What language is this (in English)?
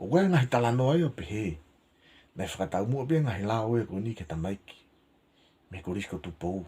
Tongan